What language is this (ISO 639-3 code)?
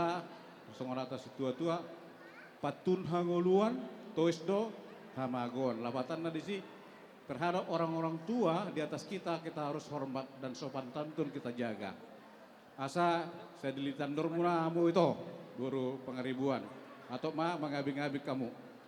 bbc